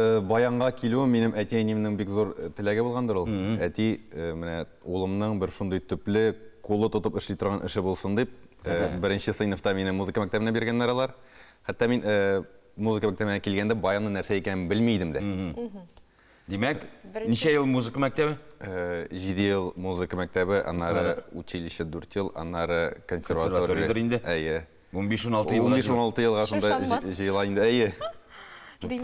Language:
Tatar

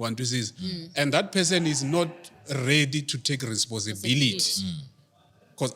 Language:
Tsonga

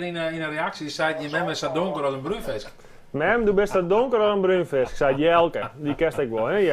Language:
Western Frisian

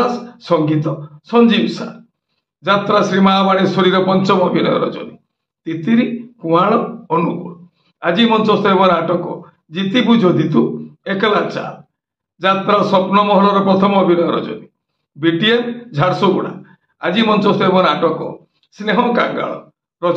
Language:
Odia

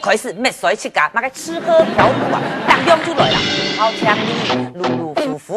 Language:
Hakka Chinese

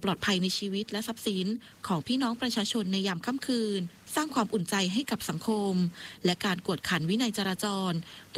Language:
Thai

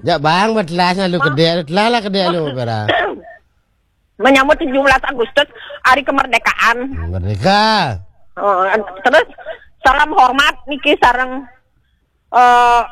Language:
Balinese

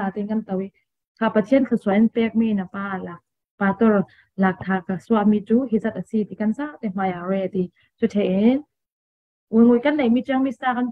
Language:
Falam Chin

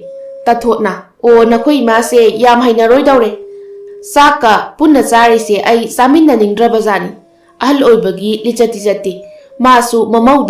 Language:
Manipuri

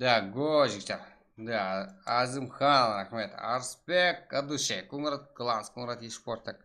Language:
Kara-Kalpak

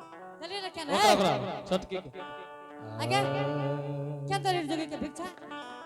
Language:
Angika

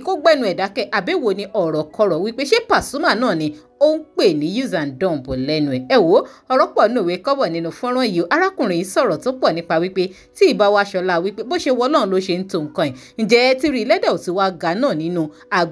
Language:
Yoruba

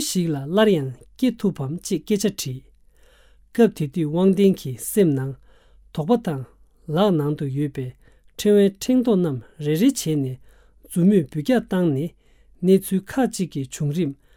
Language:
Tibetan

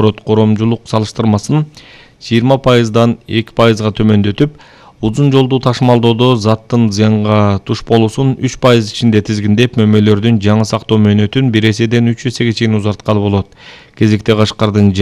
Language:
Kyrgyz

